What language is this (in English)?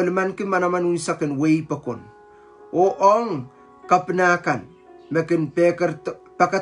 Pohnpeian